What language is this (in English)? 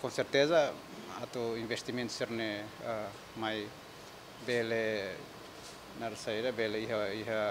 Tetum